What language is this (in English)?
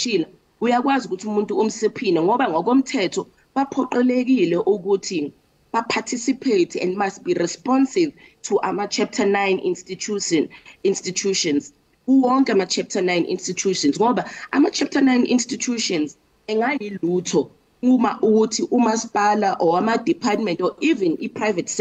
Zulu